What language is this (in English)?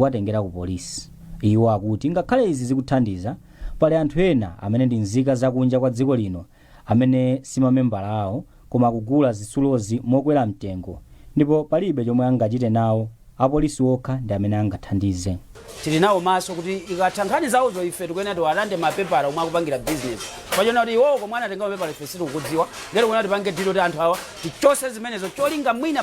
Nyanja